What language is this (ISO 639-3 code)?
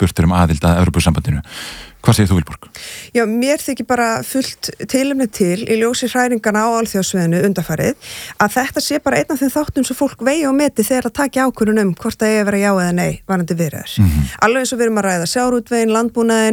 isl